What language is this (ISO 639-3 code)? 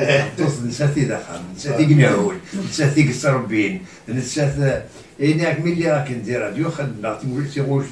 kab